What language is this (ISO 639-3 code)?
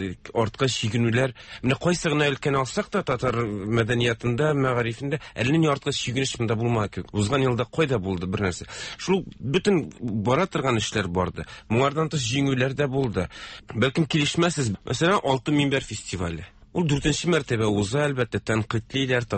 tat